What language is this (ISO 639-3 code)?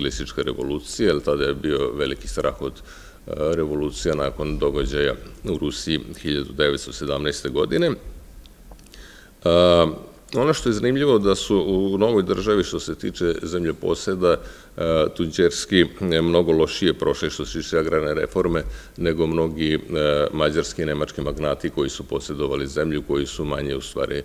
srp